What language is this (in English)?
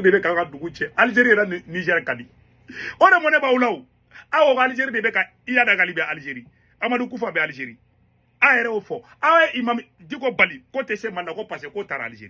Bambara